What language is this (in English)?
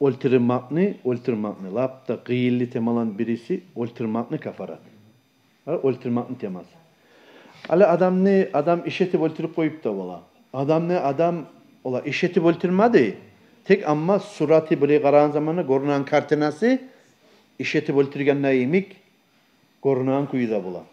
Kumyk